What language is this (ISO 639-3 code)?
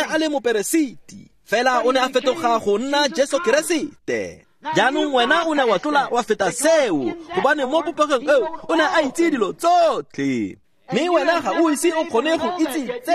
tsn